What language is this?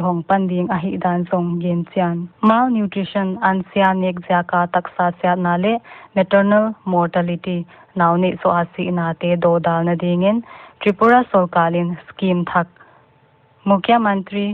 Paite Chin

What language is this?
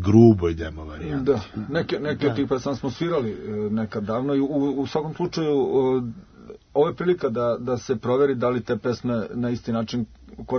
Serbian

